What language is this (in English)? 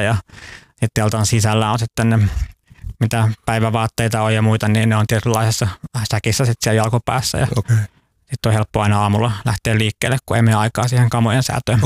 Finnish